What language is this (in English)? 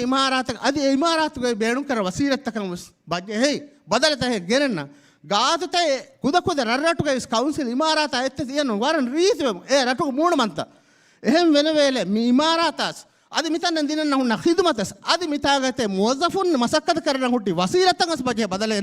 Divehi